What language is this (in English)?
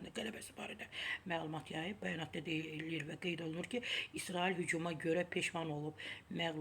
Azerbaijani